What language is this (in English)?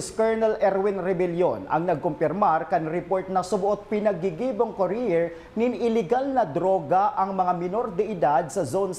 Bikol